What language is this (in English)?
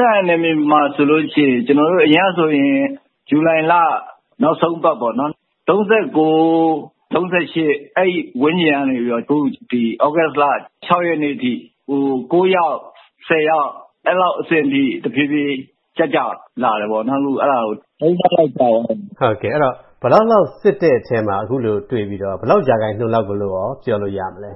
Burmese